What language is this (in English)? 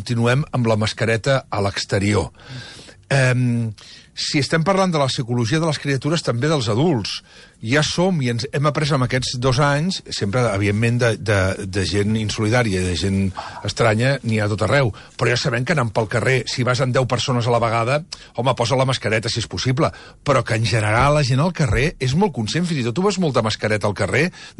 Catalan